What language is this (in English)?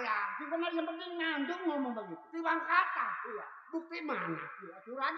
Betawi